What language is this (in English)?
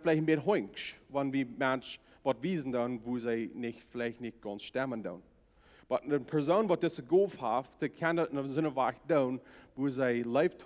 Plautdietsch